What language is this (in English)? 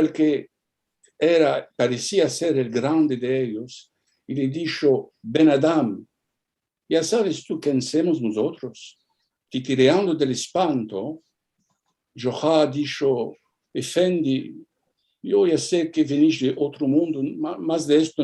Ladino